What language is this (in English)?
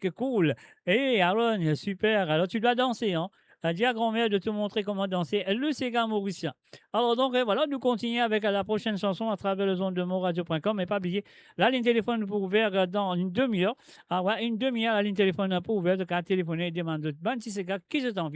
Morisyen